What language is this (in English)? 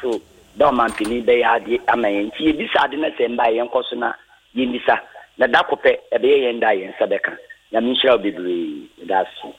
Akan